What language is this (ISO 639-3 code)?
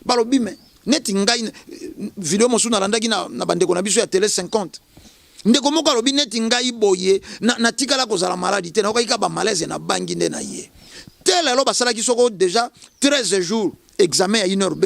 lin